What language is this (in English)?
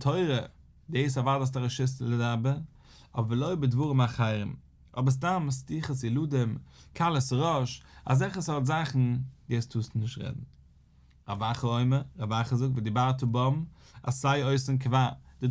Yiddish